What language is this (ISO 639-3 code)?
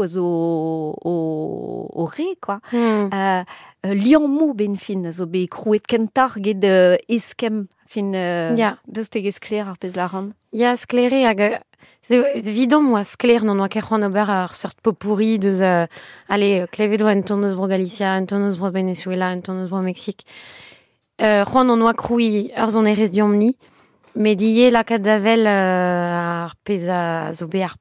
bre